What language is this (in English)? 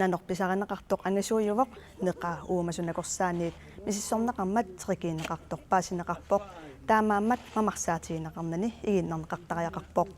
Kalaallisut